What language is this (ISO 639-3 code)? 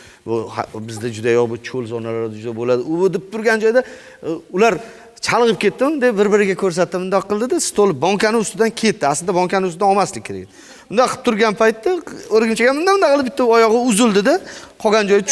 uzb